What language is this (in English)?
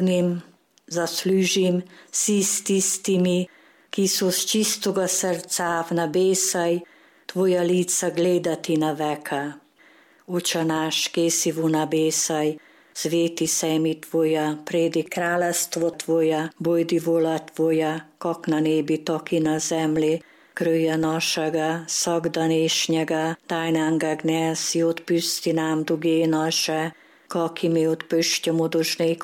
Slovenian